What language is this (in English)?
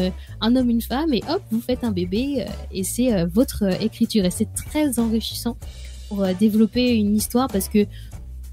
French